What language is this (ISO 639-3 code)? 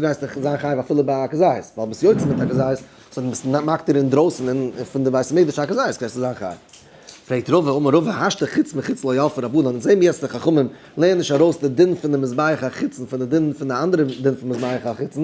yid